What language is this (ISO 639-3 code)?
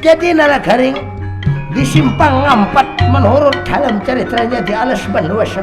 bjn